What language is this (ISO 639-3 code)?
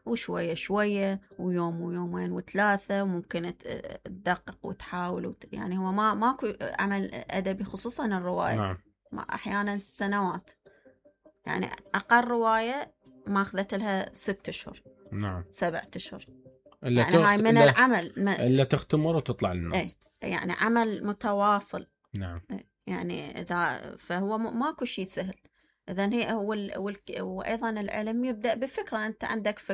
acm